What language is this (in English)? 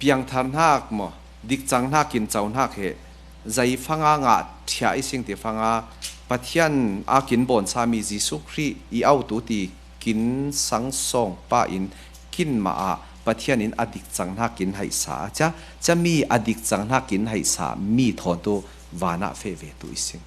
Falam Chin